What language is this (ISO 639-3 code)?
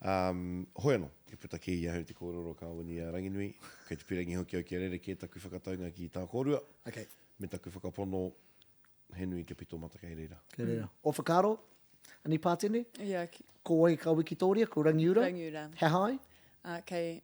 mri